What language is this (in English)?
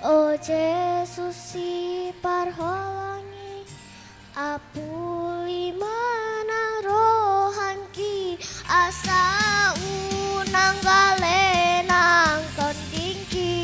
Batak Toba